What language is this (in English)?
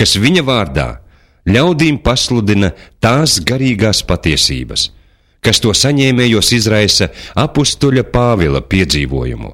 Latvian